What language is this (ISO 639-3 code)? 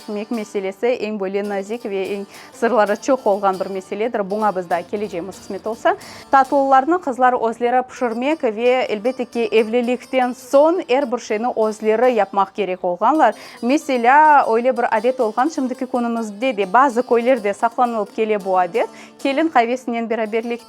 crh